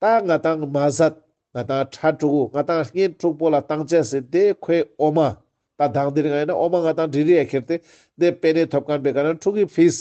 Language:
Ladakhi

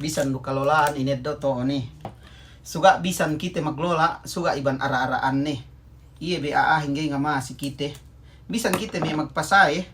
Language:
Yakan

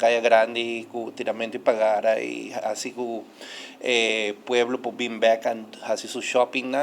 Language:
Papiamento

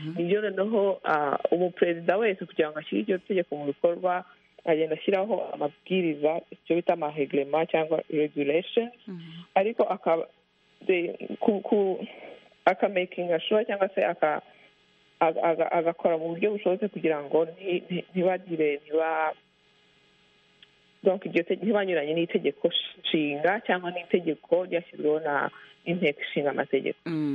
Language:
Kinyarwanda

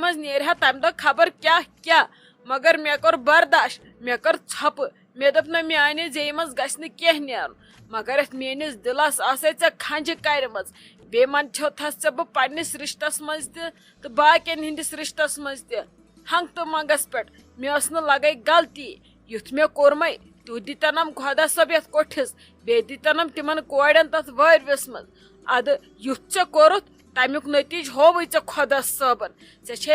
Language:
Kashmiri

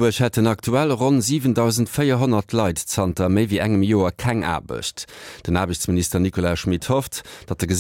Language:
Luxembourgish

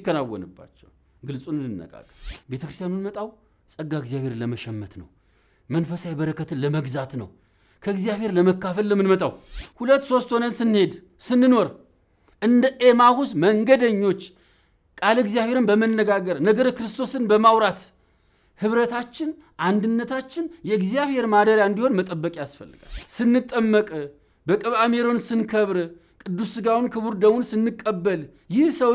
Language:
Amharic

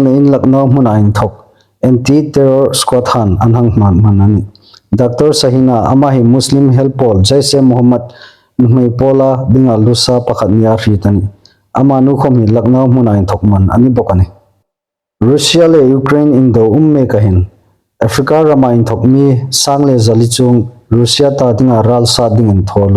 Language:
Hmar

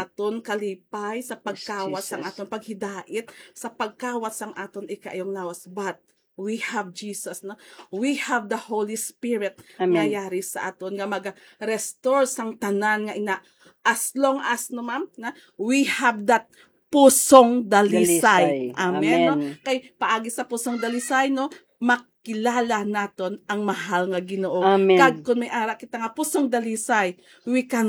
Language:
Hiligaynon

